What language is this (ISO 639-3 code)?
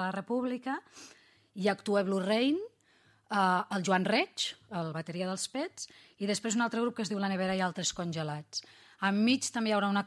cat